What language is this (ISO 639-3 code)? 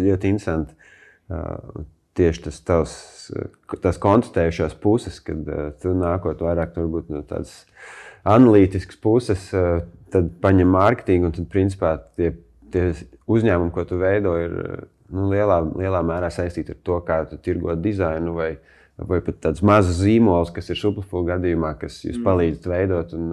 lav